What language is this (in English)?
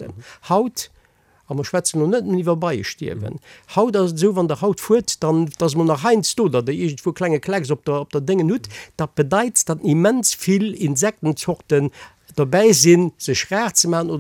Luxembourgish